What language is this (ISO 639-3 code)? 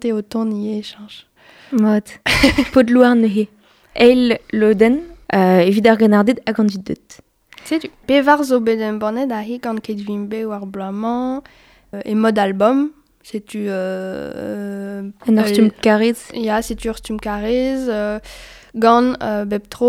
bre